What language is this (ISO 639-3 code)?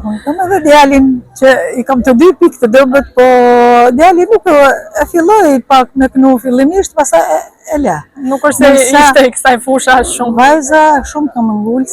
sqi